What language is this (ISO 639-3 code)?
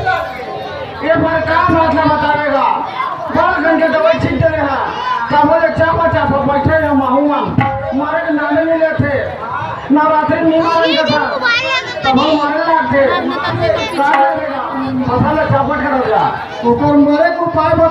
hne